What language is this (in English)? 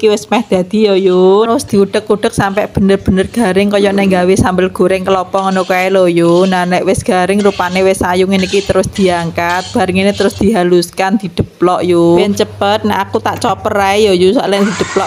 Javanese